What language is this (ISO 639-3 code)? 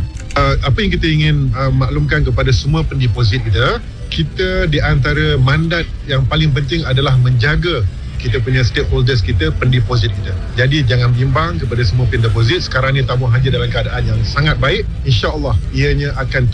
msa